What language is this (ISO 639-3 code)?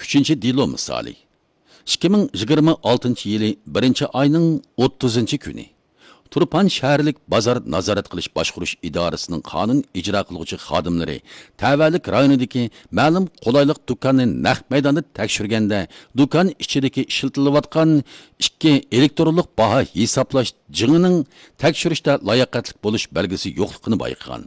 uig